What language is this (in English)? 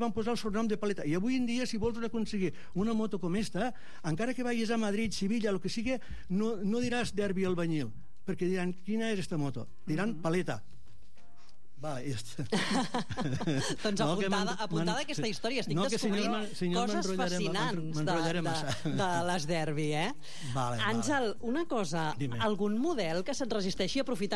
Catalan